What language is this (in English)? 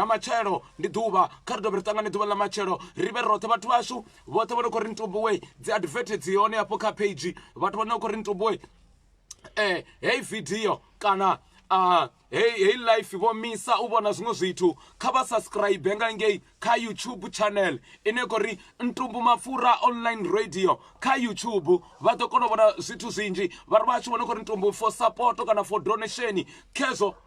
Venda